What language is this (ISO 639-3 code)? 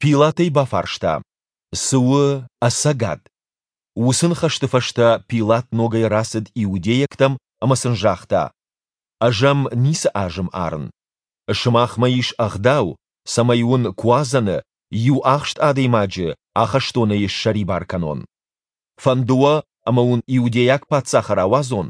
oss